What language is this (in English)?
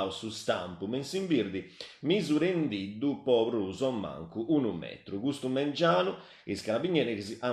Sardinian